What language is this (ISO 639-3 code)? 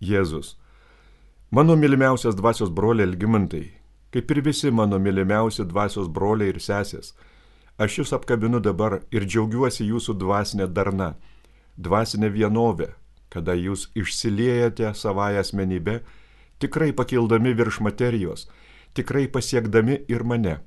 lit